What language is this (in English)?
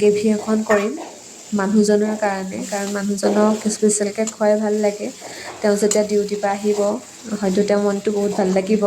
Assamese